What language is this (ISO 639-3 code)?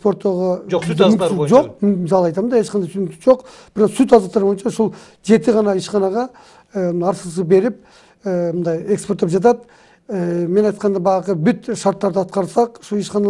kir